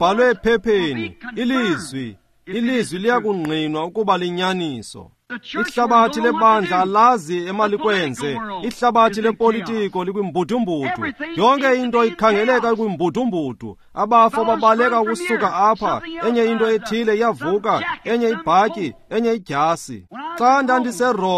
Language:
Xhosa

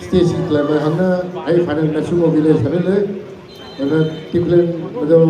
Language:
Maram Naga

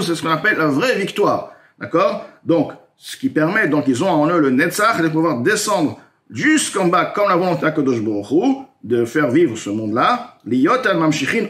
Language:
French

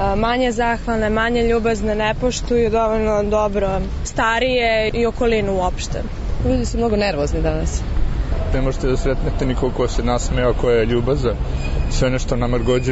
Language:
Serbian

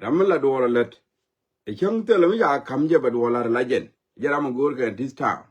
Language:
Nuer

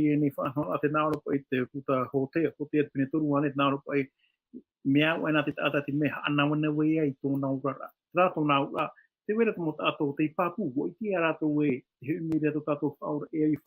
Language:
Tahitian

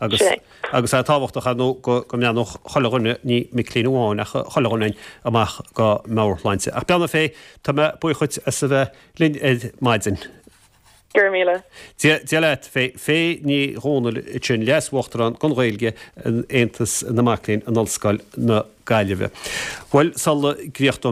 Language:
Irish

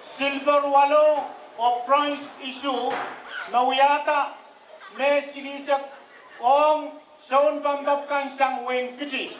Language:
Pohnpeian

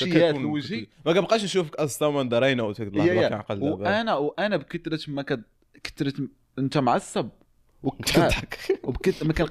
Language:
Moroccan Arabic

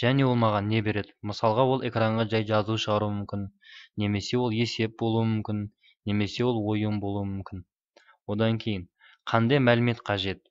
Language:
Kazakh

